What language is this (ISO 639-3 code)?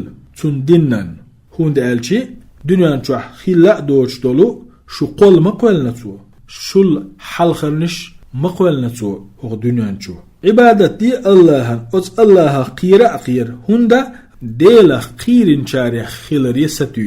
che